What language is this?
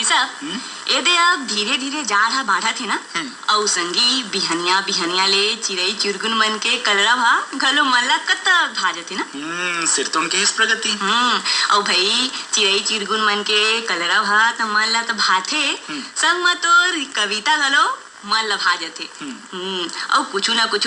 Chhattisgarhi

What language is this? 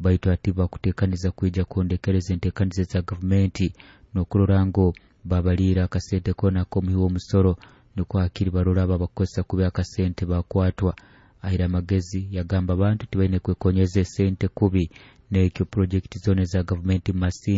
Nyoro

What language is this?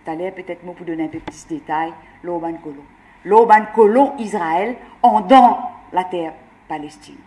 Morisyen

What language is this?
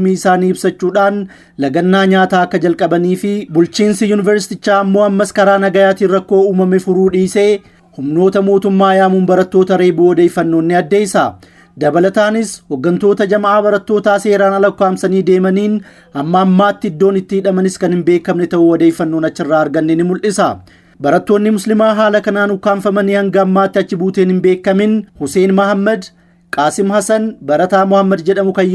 Oromo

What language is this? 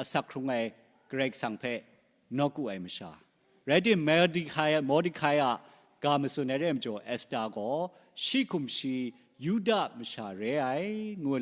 Kachin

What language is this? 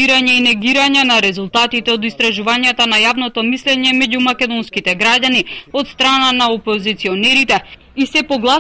Macedonian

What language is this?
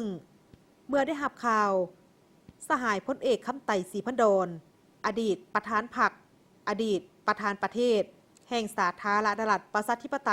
Lao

